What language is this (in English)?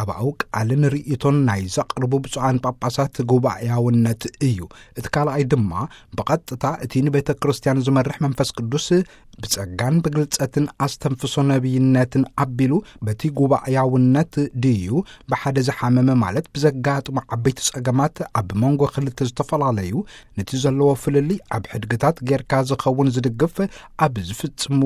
Tigrinya